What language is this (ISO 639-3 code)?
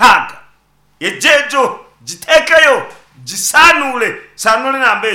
nyn